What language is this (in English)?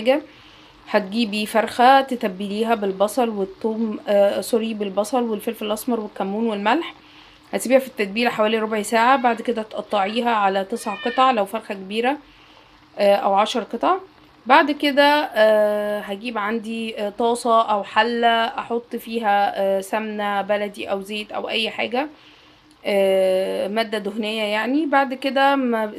Egyptian Arabic